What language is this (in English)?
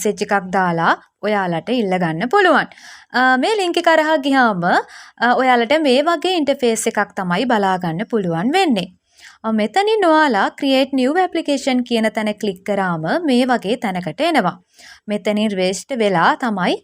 Sinhala